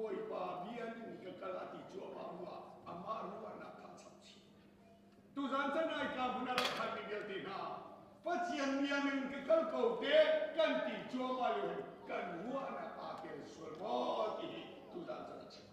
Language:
Hakha Chin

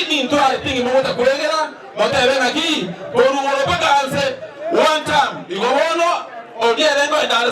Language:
Gusii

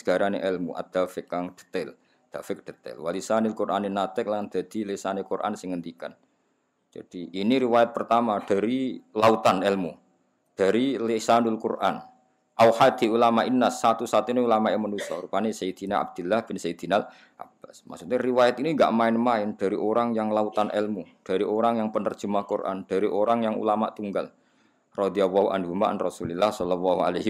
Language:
Javanese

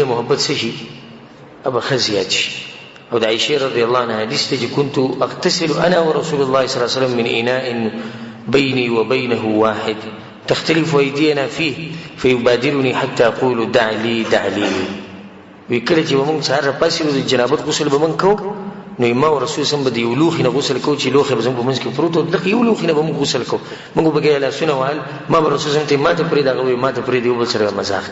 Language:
Pashto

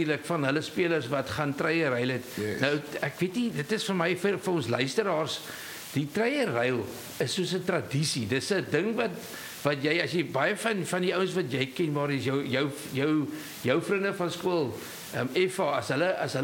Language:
Afrikaans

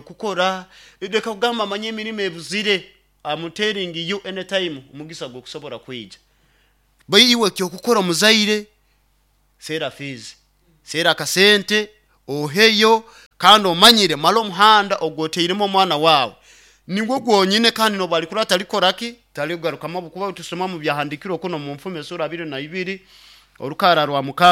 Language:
Nyoro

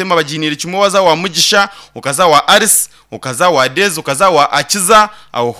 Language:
Nyankole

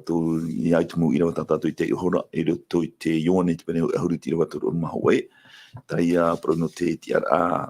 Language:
Tahitian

